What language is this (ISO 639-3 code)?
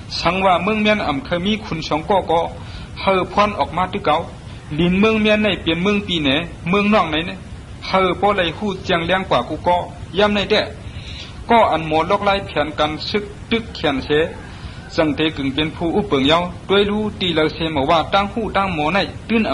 shn